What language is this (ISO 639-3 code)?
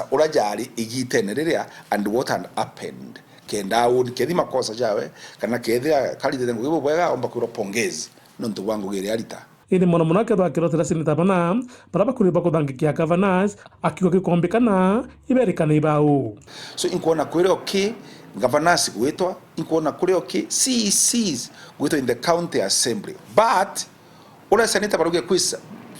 mer